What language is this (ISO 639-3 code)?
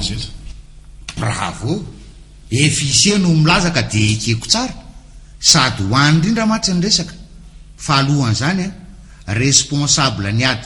mlg